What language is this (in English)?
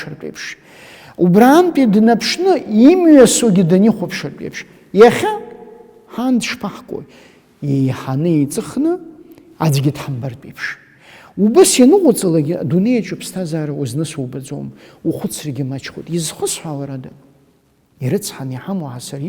Abkhazian